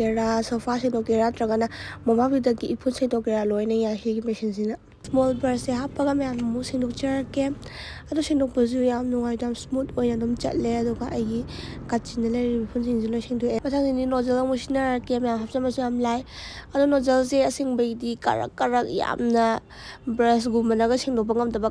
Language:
Manipuri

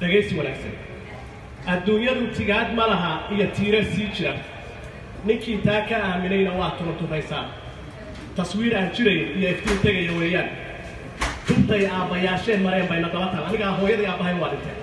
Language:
Somali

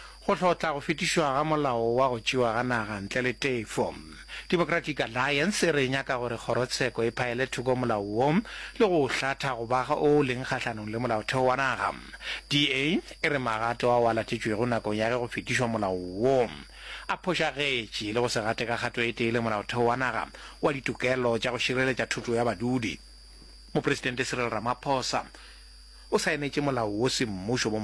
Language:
Northern Sotho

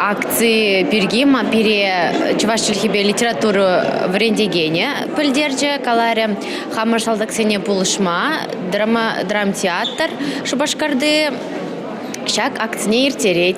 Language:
Chuvash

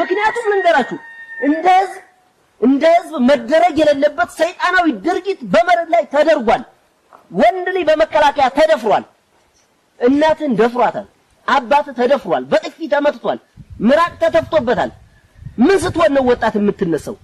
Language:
Amharic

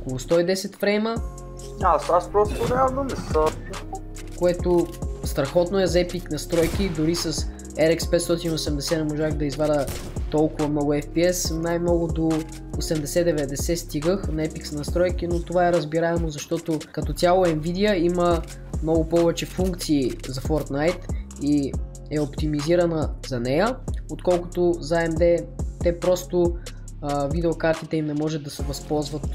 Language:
Bulgarian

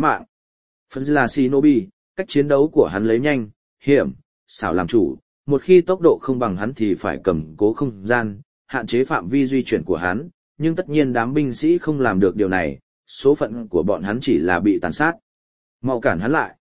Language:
Vietnamese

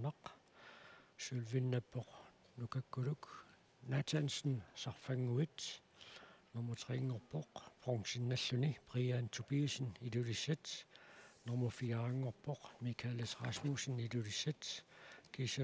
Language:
Kalaallisut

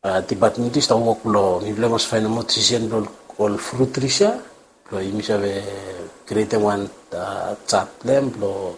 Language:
Bislama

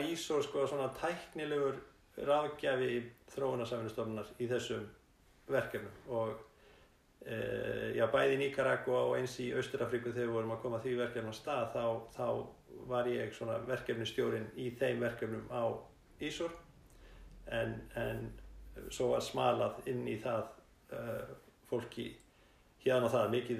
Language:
Icelandic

